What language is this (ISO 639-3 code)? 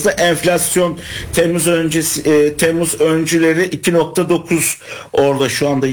tur